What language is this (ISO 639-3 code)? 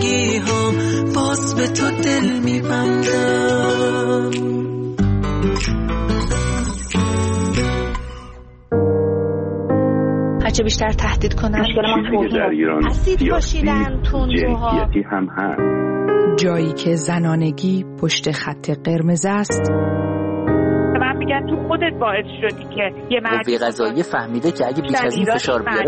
fas